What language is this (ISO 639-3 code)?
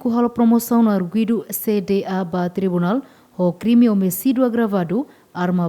tet